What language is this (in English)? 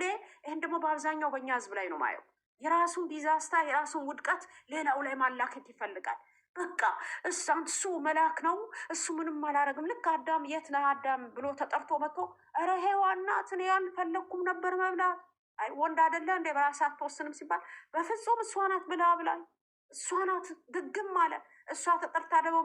Amharic